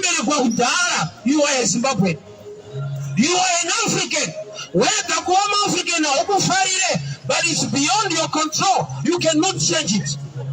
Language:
Shona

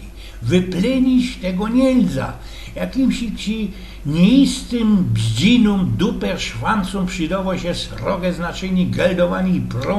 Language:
Silesian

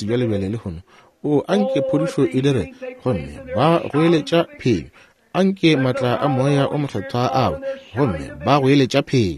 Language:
Northern Sotho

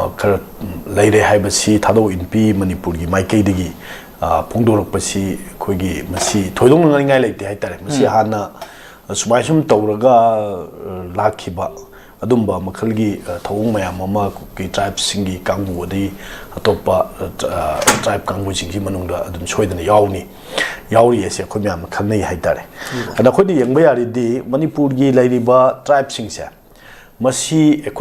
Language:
Manipuri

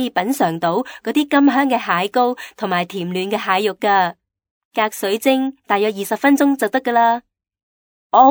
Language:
Cantonese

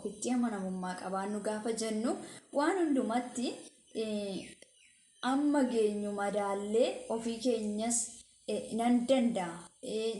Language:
Oromo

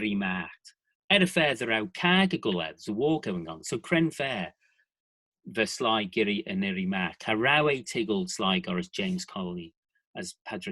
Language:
Manx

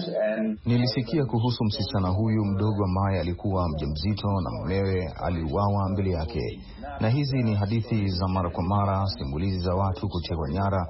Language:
Swahili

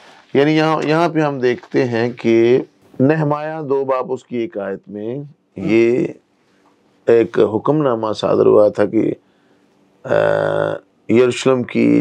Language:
Urdu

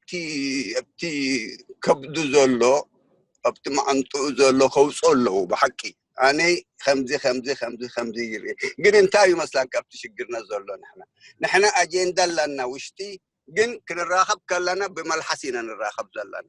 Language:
Tigrinya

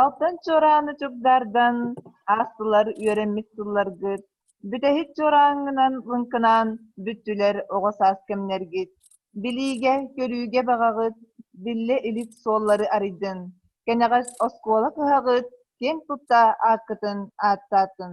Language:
Yakut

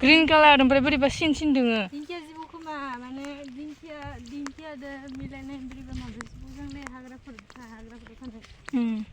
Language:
Bodo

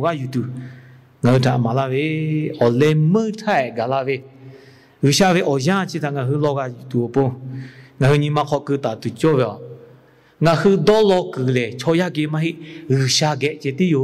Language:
Lahu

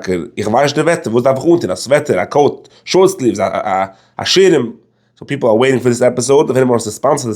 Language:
Yiddish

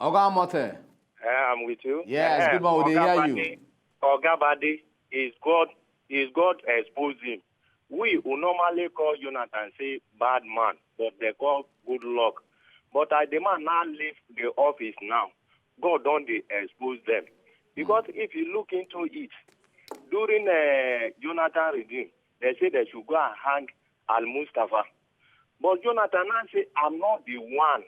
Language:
Nigerian Pidgin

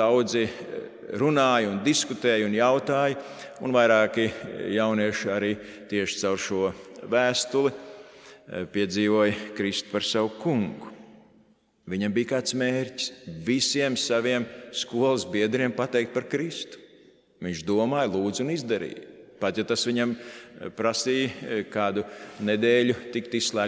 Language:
Latvian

